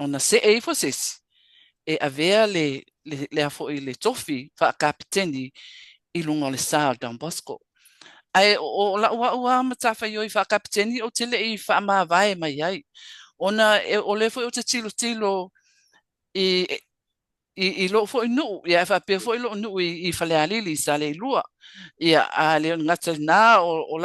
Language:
Samoan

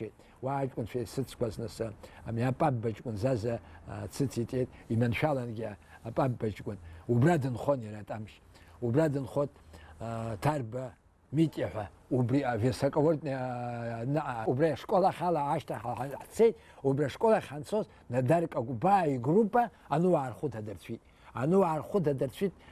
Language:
Abkhazian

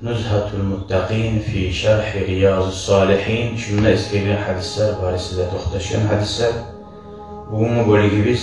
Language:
Kumyk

